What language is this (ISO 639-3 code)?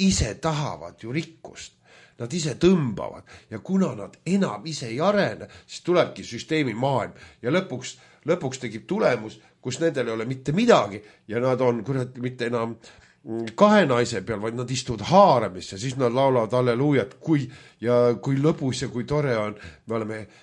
est